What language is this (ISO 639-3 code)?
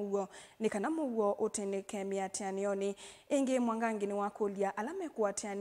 kam